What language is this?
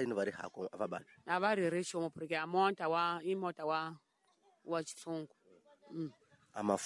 Tsonga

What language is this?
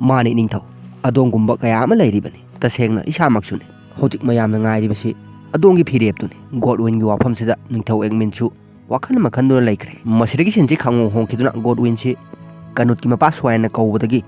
Manipuri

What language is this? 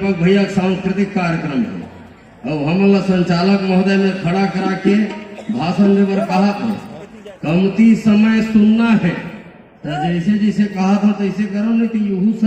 Chhattisgarhi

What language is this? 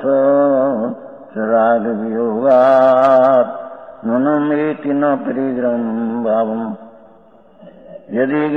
Gujarati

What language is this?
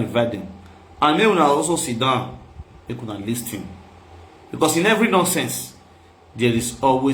Nigerian Pidgin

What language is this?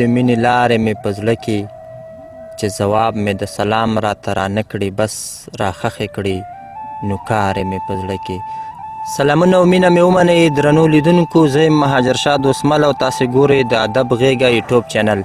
Pashto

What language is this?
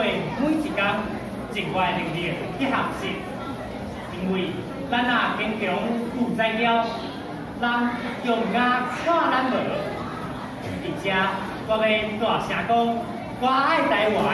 Min Nan Chinese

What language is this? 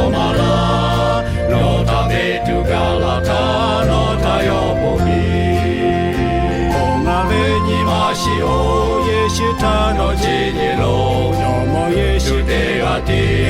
Lahu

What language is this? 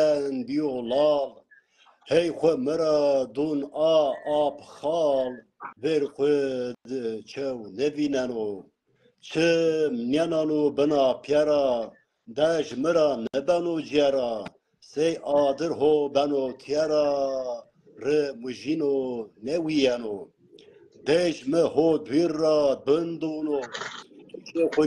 Zaza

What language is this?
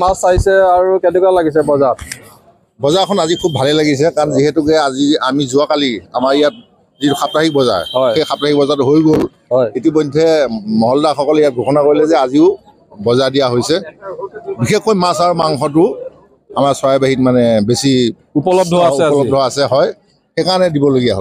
Assamese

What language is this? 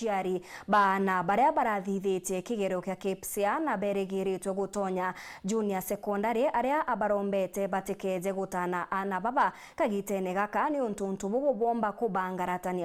Meru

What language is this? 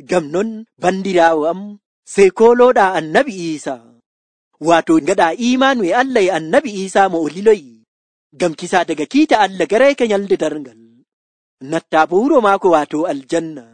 Nigerian Fulfulde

